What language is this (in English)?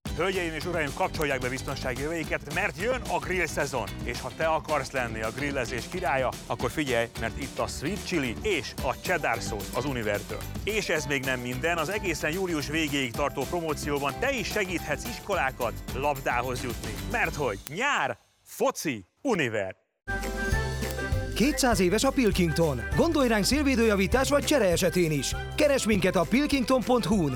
Hungarian